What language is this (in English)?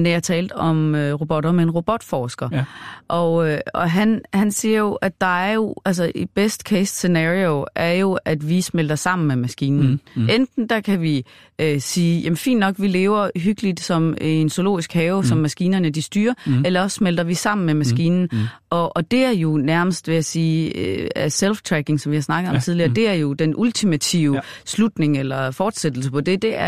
Danish